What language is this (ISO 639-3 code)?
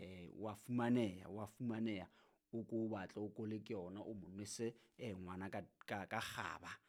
sot